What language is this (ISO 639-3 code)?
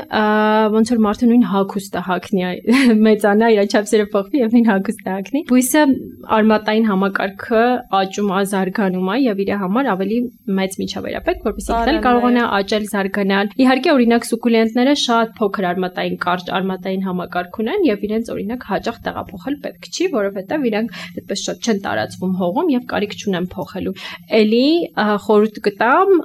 hye